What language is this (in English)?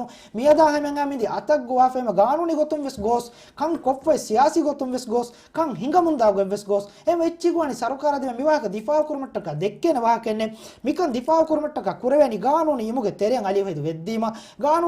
Divehi